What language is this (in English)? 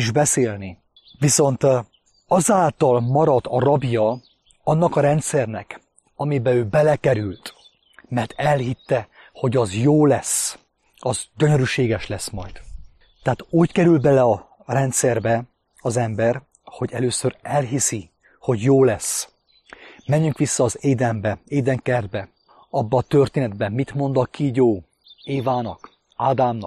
Hungarian